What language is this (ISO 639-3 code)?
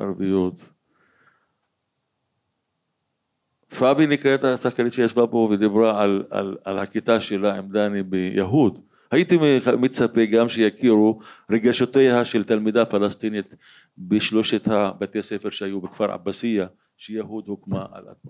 heb